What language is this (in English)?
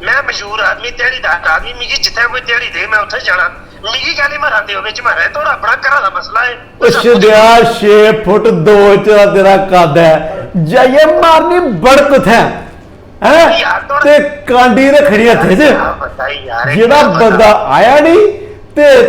Dogri